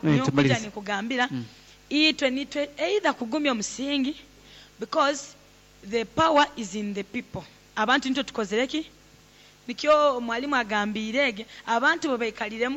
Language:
Nyoro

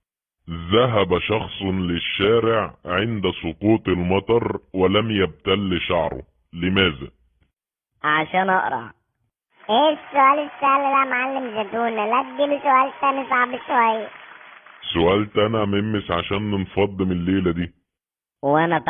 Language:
Egyptian Arabic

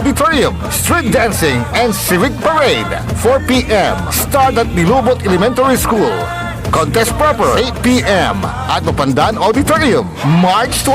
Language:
Pangasinan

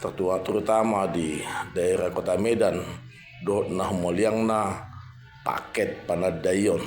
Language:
Batak Toba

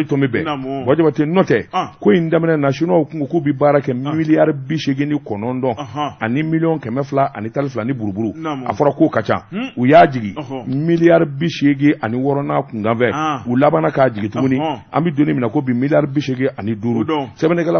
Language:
Bambara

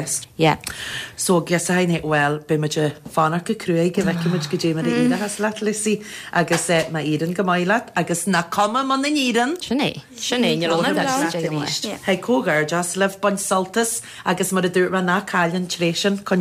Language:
Irish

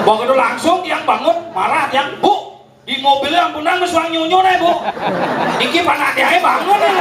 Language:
Balinese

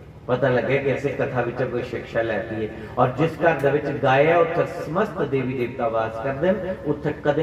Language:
Dogri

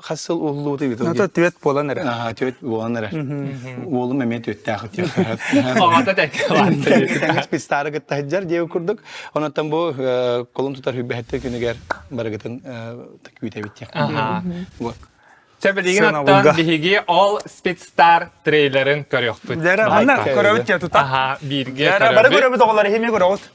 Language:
Yakut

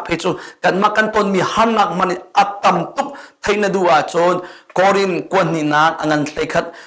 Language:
Hakha Chin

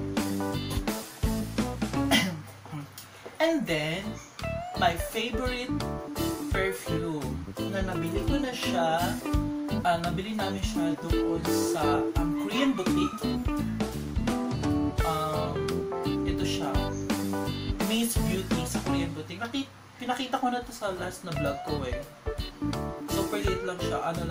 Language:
Filipino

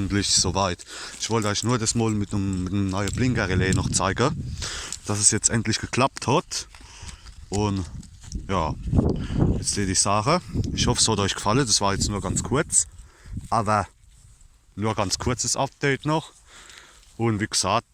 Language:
Palatine German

